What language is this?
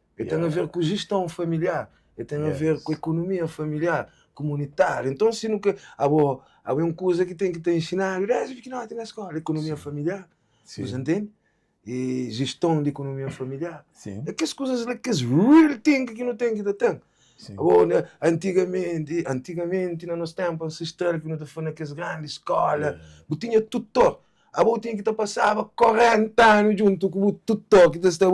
Kabuverdianu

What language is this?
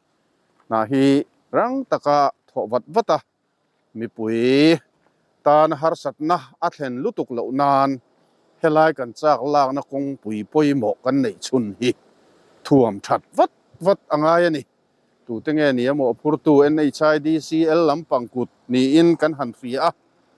Mizo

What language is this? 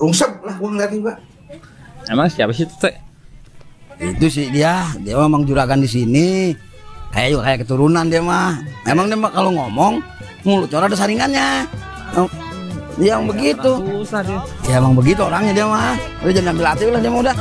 Betawi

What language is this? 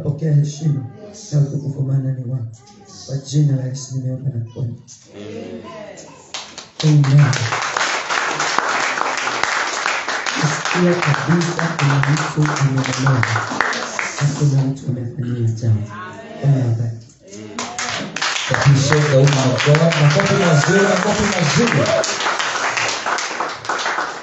Swahili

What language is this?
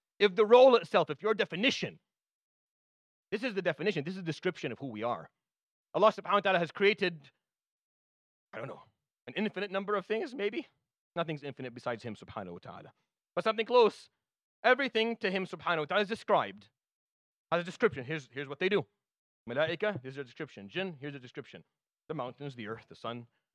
English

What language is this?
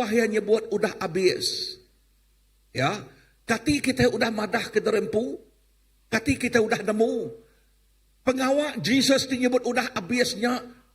Iban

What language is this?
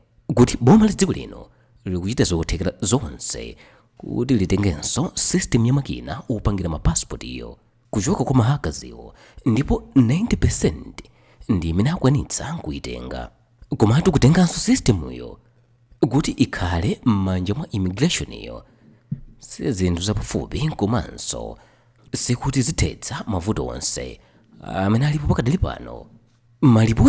Nyanja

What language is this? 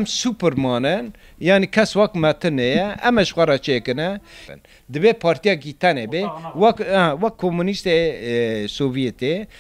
Kurdish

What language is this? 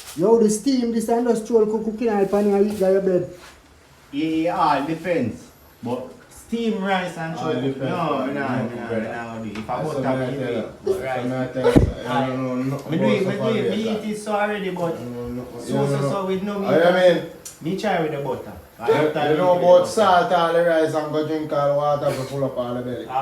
Jamaican Creole English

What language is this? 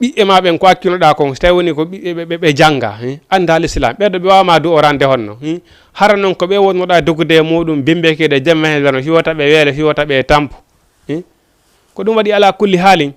Fula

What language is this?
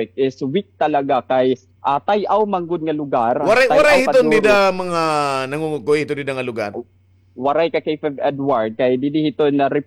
Waray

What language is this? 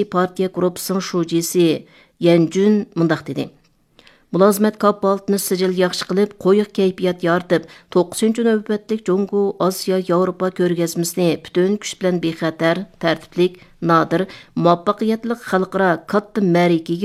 Uyghur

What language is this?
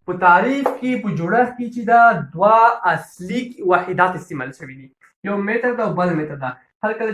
Pashto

